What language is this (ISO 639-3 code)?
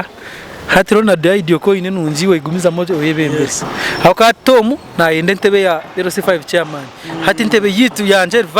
nyn